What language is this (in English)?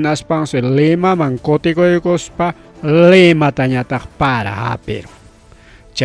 Ayacucho Quechua